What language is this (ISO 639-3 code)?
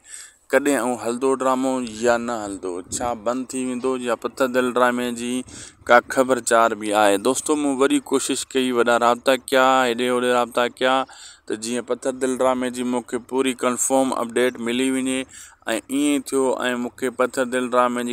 snd